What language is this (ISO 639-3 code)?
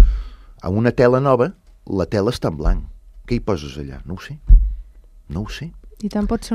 cat